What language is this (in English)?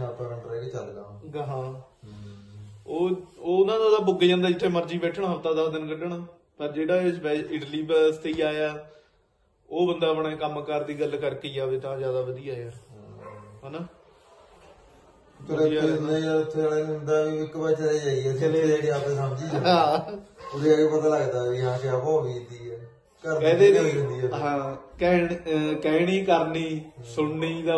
Punjabi